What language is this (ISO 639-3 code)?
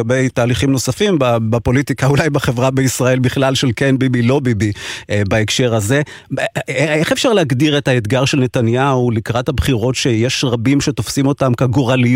heb